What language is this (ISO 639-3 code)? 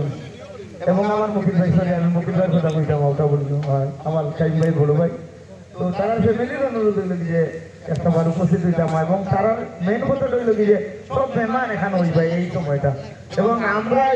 syl